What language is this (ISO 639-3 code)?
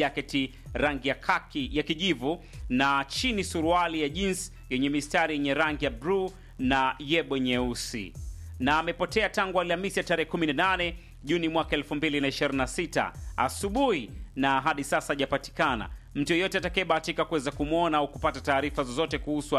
swa